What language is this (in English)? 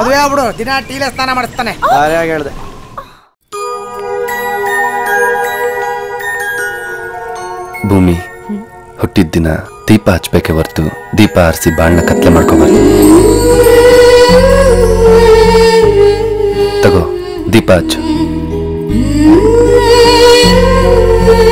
Kannada